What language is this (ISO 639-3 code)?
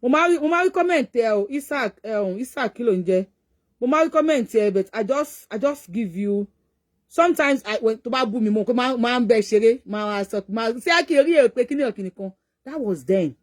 yor